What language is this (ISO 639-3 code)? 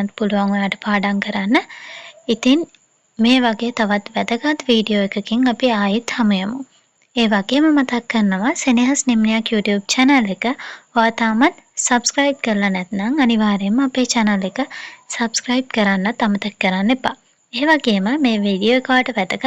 sin